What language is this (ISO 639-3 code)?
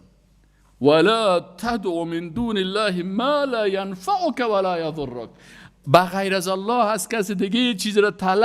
fas